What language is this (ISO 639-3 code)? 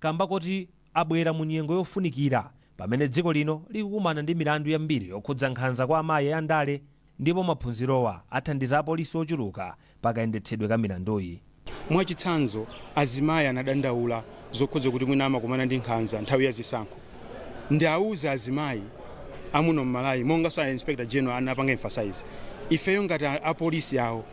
nya